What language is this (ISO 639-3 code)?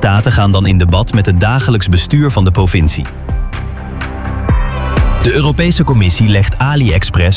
nld